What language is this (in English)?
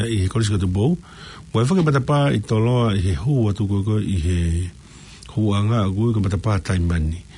Tongan